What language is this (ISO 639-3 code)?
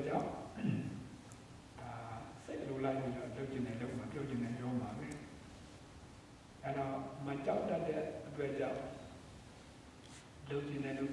mya